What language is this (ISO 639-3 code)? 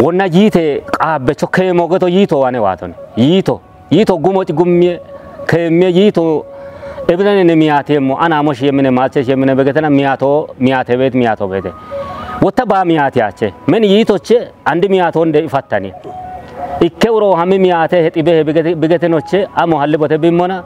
kbr